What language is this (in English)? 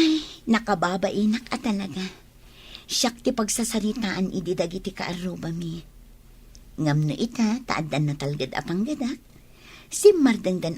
Iloko